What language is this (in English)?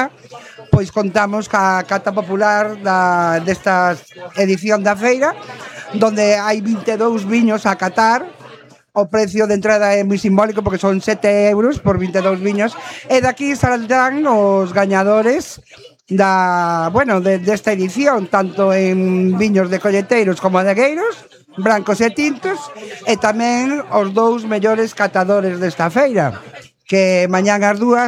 Galician